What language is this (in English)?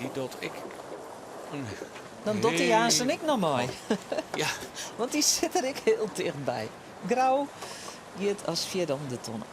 Western Frisian